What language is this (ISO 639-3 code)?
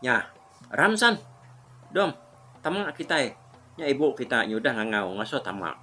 iba